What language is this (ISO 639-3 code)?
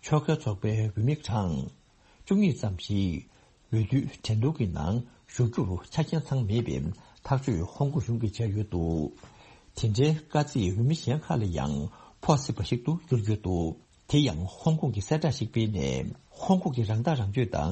bod